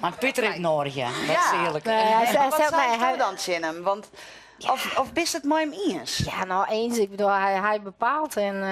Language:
Western Frisian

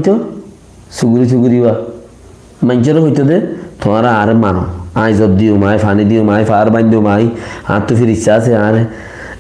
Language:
Rohingya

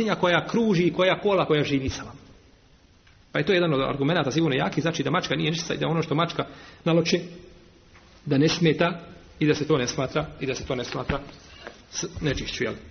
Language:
Bosnian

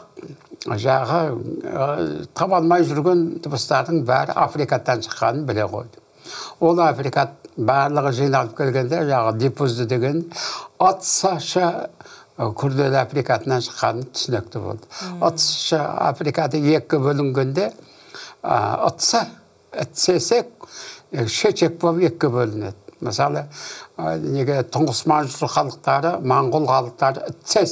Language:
Kazakh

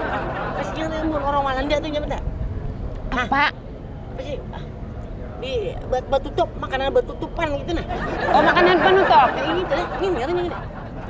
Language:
Banjar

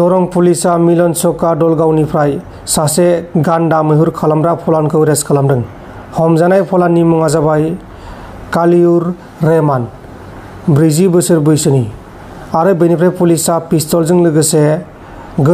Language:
Bodo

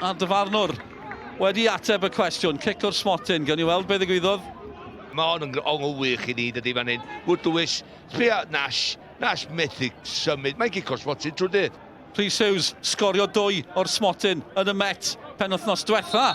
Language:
Welsh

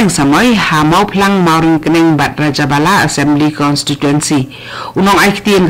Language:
Khasi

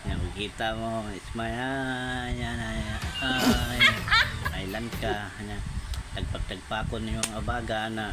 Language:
Cebuano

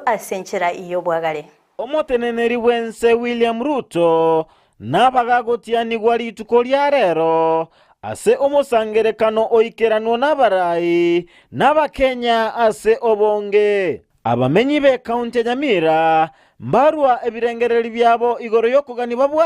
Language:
Gusii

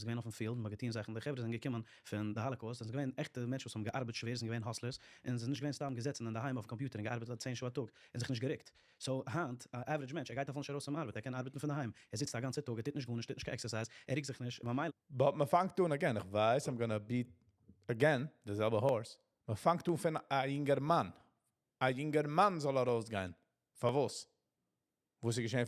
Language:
Yiddish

